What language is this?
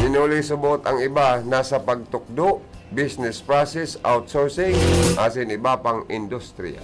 Bikol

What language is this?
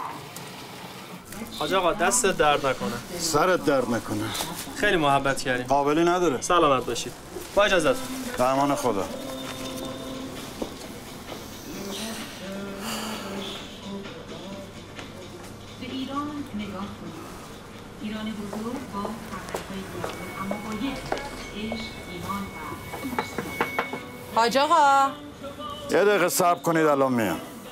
Persian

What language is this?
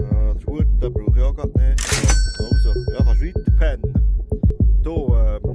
Swiss German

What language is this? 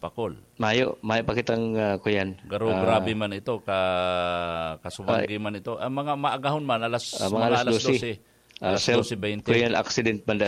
Bikol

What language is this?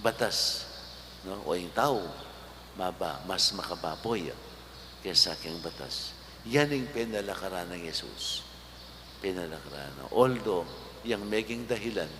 Pampanga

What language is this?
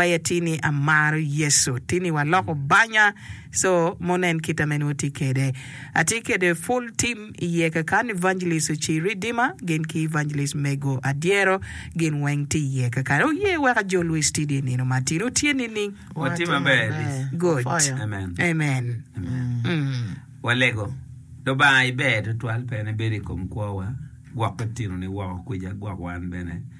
Acoli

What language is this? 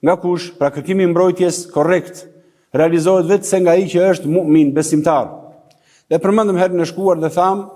Albanian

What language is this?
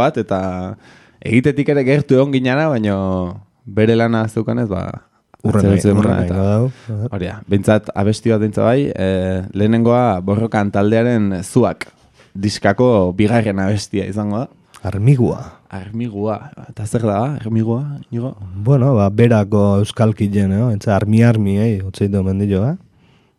Basque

